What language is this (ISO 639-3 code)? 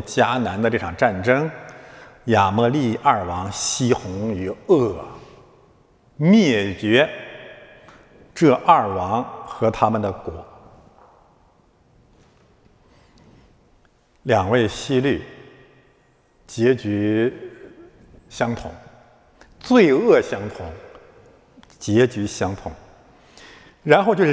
zho